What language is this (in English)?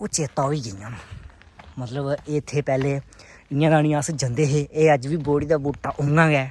Dogri